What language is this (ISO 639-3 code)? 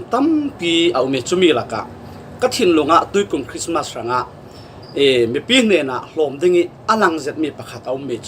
cfm